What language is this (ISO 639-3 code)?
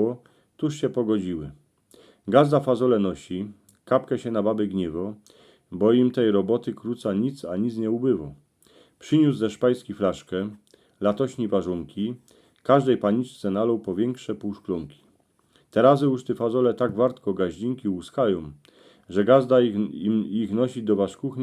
szl